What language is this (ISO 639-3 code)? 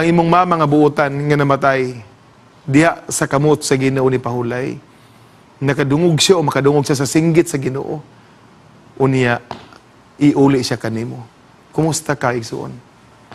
ceb